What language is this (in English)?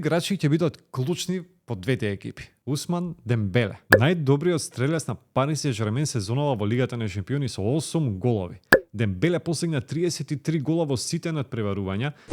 Macedonian